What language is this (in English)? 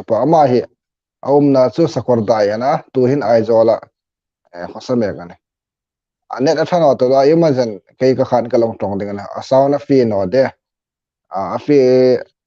Hmar